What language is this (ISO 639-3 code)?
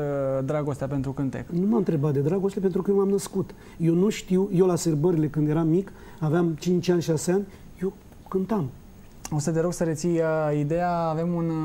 ron